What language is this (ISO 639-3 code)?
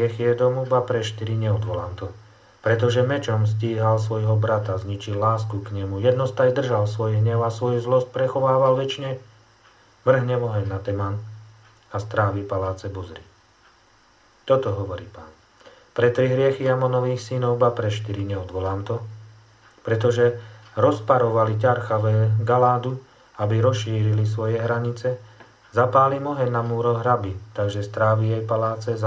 slk